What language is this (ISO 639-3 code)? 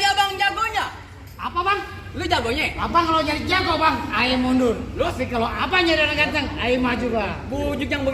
bew